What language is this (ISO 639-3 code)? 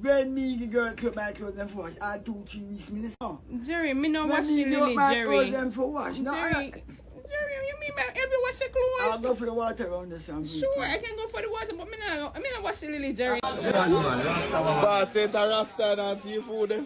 jam